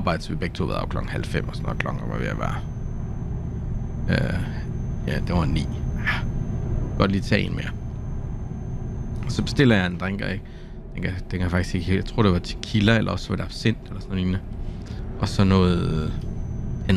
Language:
Danish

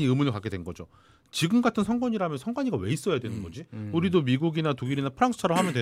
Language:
Korean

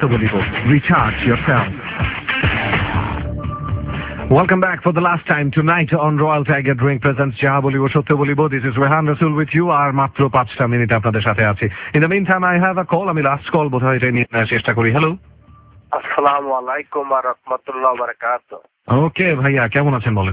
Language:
Bangla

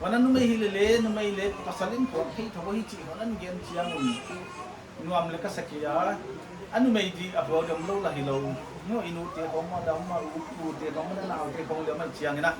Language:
Paite Chin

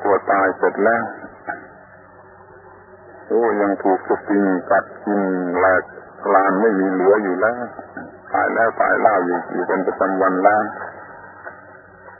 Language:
Thai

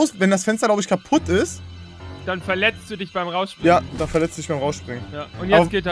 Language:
German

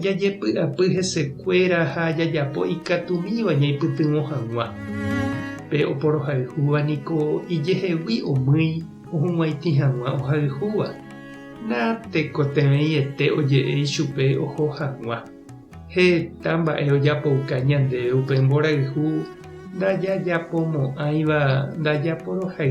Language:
Guarani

